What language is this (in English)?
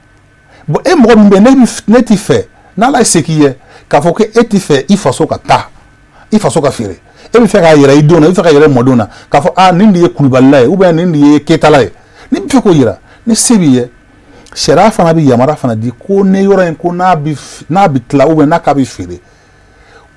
Bambara